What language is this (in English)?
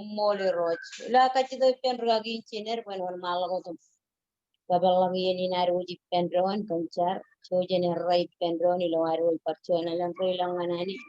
Marshallese